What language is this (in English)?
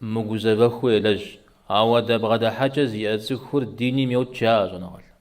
Kabardian